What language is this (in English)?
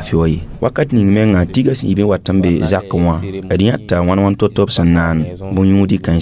Mossi